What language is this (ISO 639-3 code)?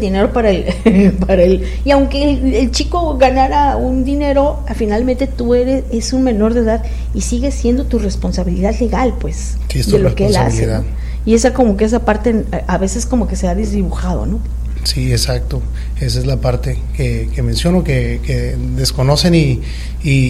spa